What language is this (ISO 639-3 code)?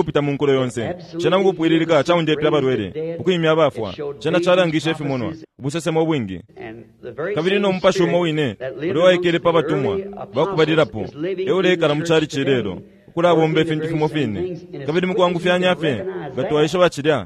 bem